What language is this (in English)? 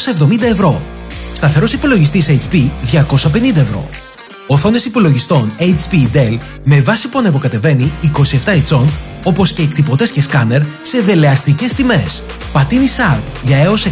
Greek